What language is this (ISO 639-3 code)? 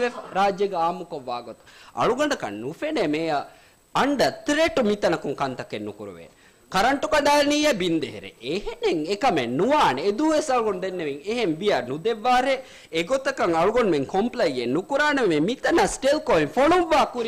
div